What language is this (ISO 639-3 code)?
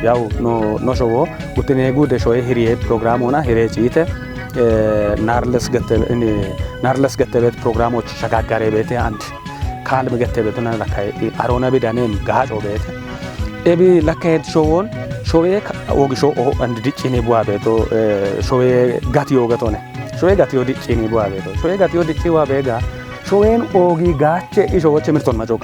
kbr